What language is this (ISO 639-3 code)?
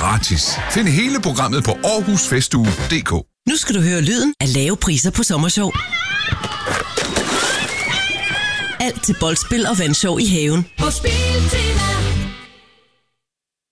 dan